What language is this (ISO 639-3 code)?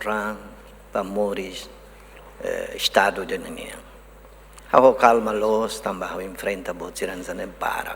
tet